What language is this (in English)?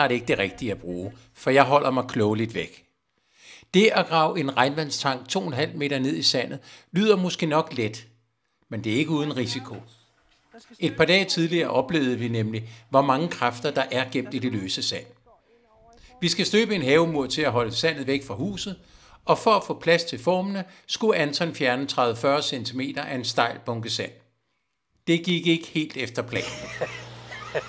Danish